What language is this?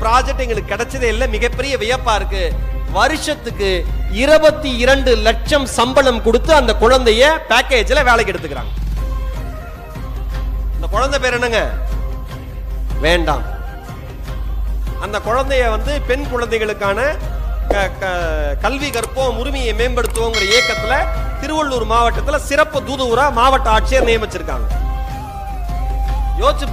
Tamil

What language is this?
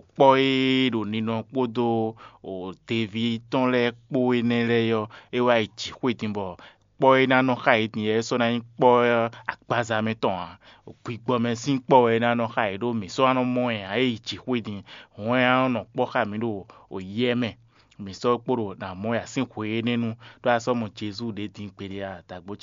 Fon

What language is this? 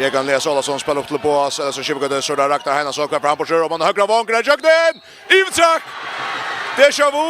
Faroese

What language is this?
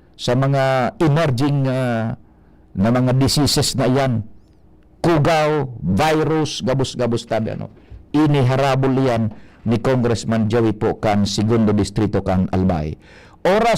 Bikol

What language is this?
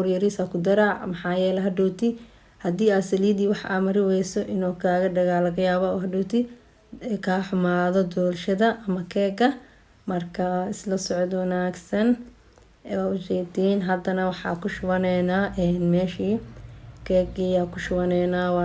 Somali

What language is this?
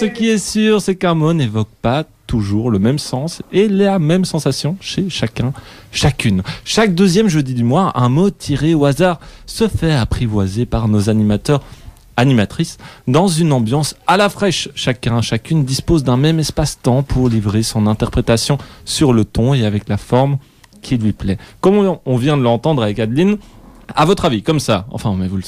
French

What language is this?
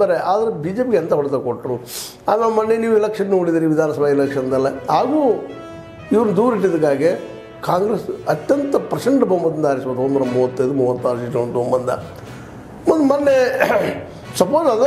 Kannada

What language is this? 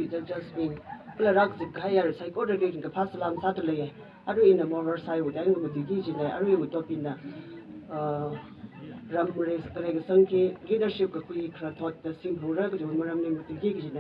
Tangkhul Naga (India)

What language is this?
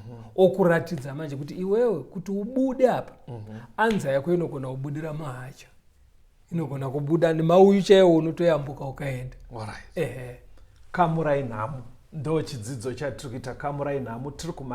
Shona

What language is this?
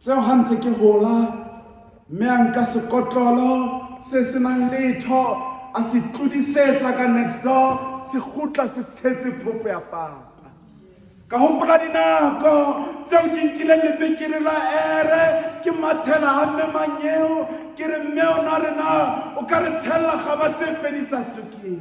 Southern Sotho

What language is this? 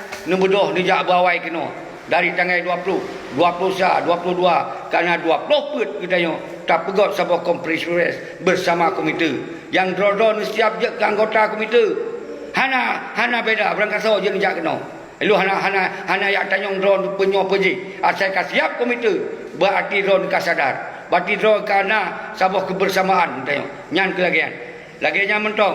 Achinese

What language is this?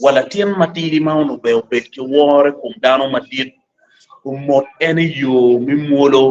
Acoli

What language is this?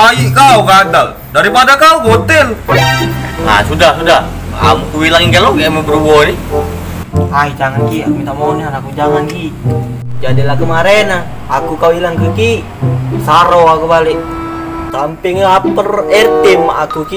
Musi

